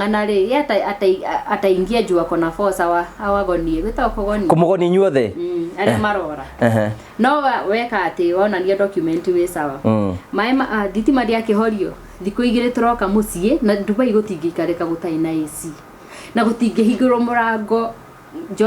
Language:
Kikuyu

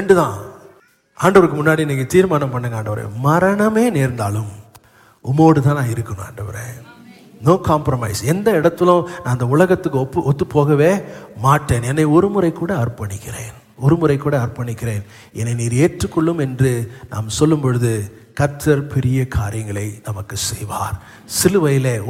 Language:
Tamil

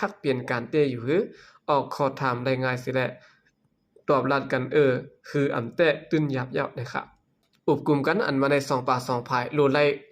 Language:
Shan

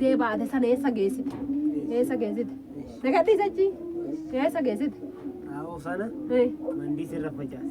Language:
Oromo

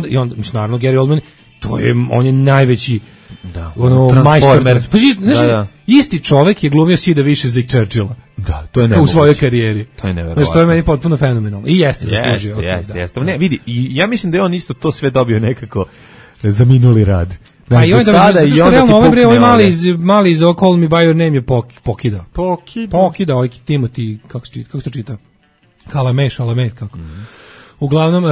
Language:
Serbian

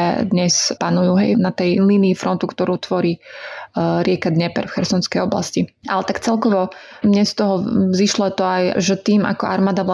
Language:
Slovak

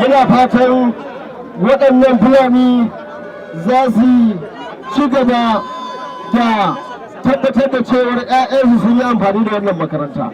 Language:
Hausa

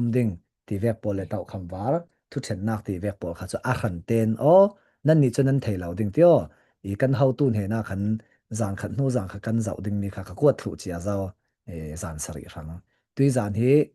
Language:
Falam Chin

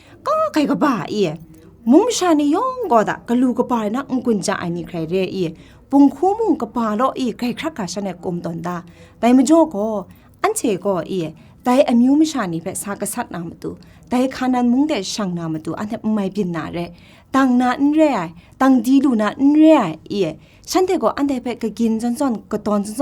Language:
Kachin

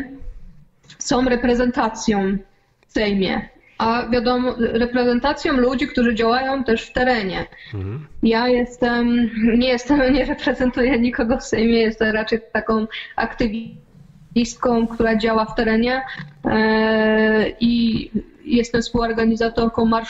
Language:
Polish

